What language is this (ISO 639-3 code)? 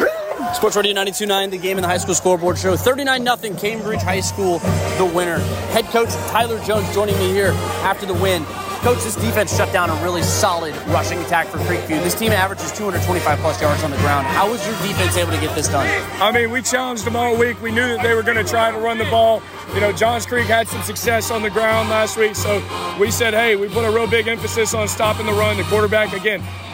eng